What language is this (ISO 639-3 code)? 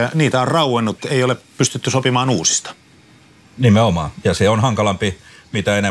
fin